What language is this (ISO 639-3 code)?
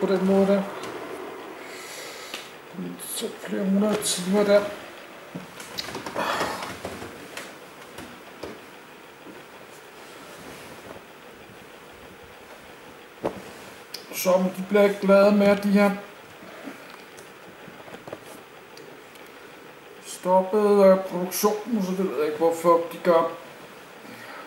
dan